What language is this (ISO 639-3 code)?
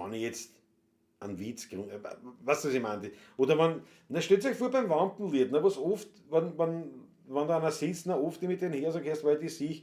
bar